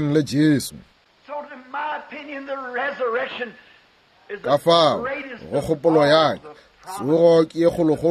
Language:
Northern Sotho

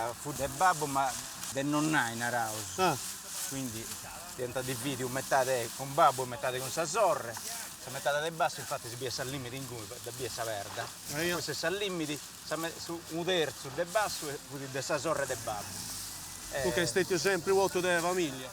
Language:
Sardinian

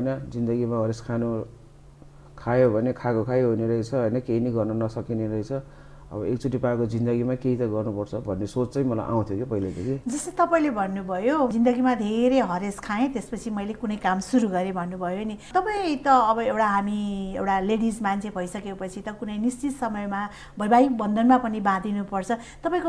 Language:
Nepali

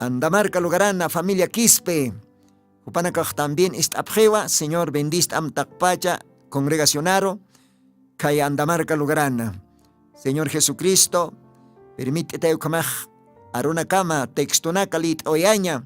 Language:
Aymara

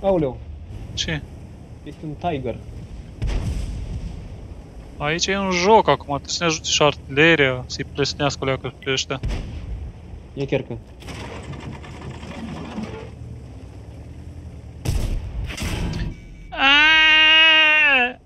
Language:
Romanian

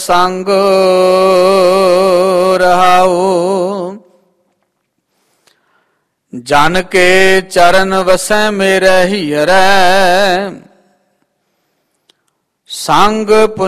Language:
Punjabi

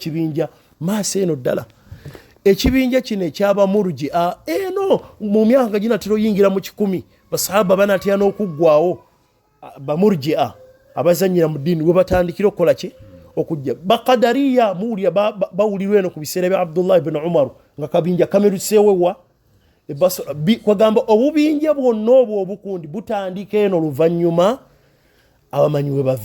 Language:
Ganda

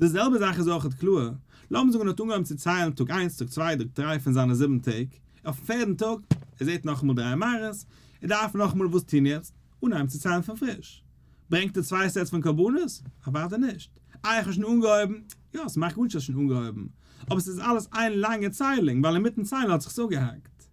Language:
Yiddish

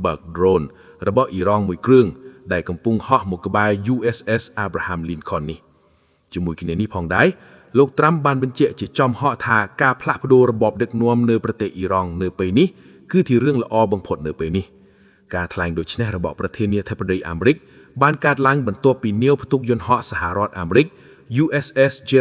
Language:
Khmer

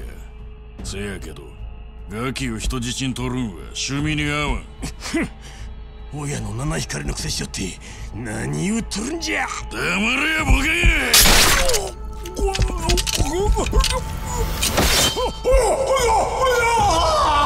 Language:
Japanese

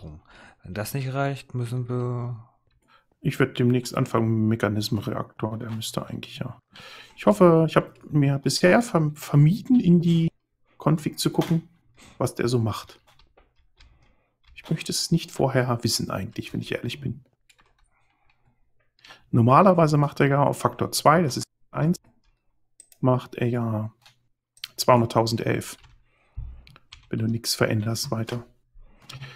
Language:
German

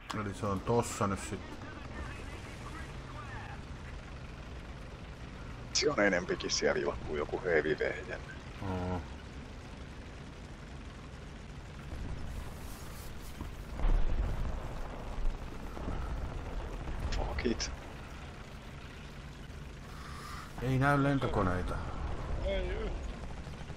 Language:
Finnish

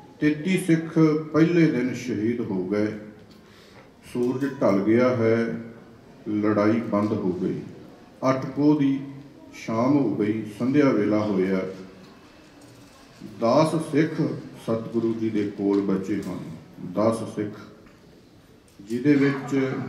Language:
Punjabi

